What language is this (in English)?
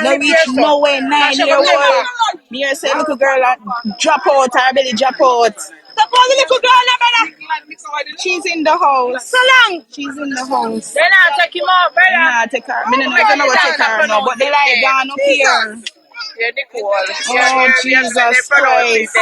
Jamaican Creole English